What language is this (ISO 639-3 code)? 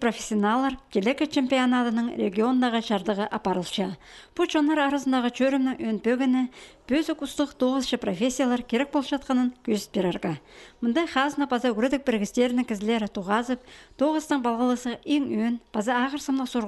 kjh